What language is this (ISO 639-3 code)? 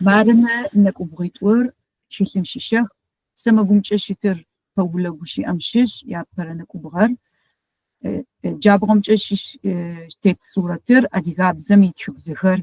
ady